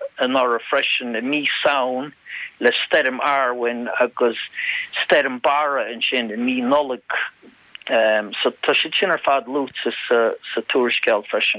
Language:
Irish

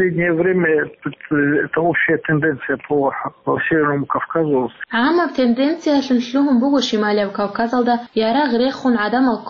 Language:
Avaric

